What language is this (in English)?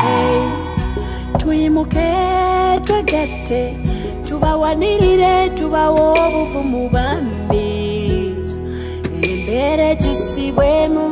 Nyoro